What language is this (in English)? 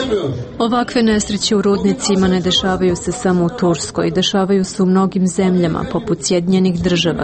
Serbian